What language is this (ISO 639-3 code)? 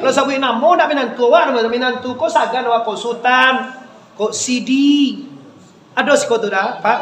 min